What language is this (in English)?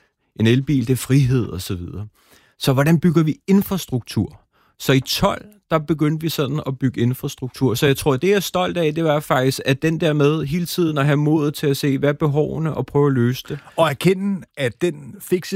Danish